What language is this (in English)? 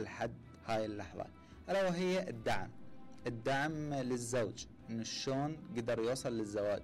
Mesopotamian Arabic